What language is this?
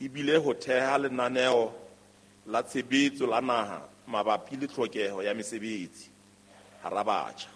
Southern Sotho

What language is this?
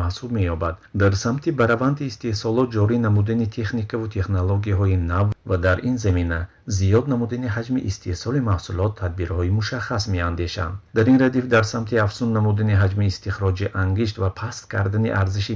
Tajik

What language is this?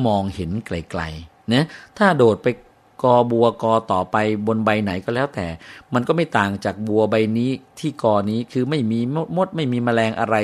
Thai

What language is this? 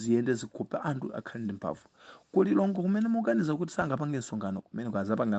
Nyanja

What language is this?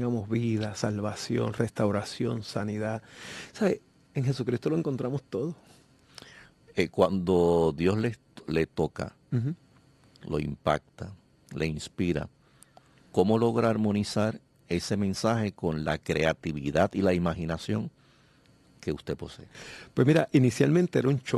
Spanish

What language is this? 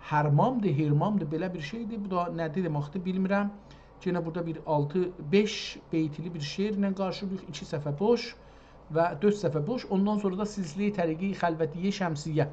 South Azerbaijani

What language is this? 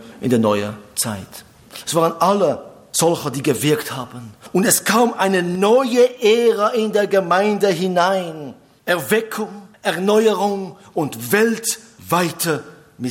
German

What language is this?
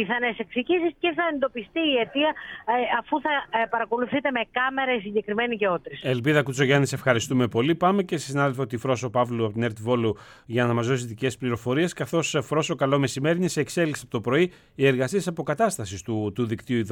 Greek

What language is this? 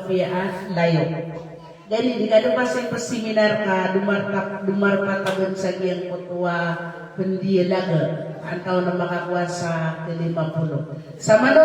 Maranao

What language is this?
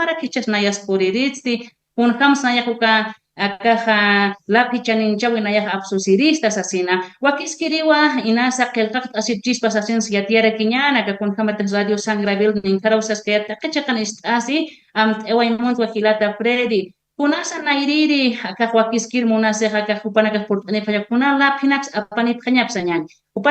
Aymara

